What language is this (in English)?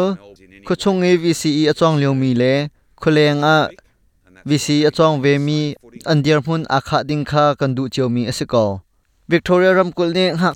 Hakha Chin